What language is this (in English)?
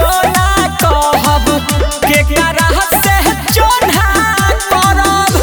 Bhojpuri